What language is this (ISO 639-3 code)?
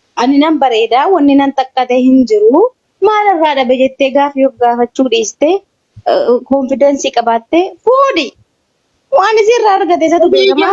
orm